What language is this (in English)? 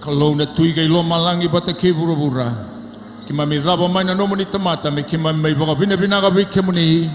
Fijian